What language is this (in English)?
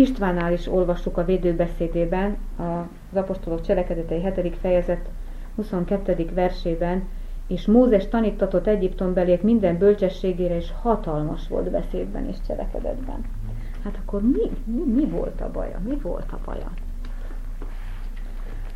Hungarian